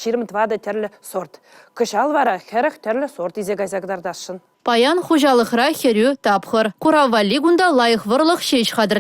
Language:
Chuvash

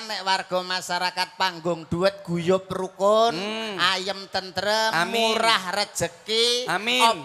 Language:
Javanese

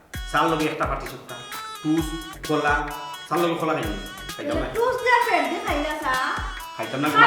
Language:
Sylheti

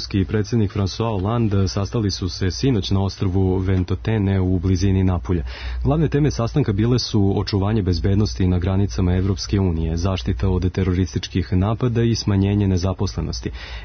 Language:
Serbian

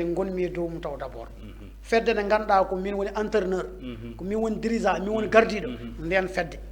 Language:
Fula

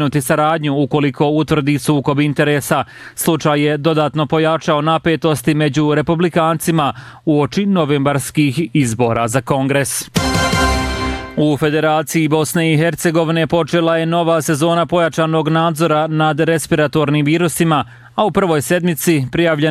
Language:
Bosnian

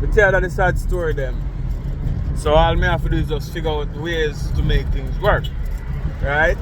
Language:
Jamaican Creole English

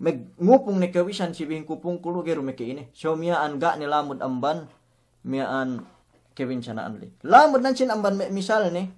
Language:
Yakan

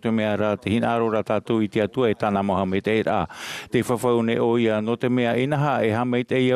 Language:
Tahitian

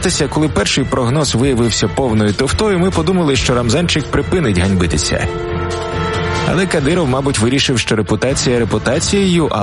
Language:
Ukrainian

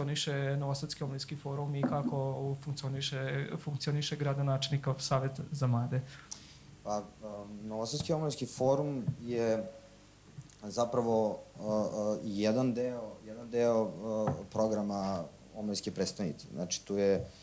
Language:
Serbian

